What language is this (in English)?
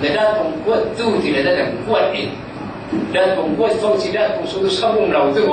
Falam Chin